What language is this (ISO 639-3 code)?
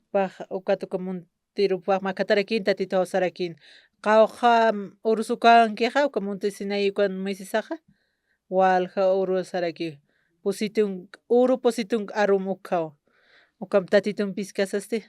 aym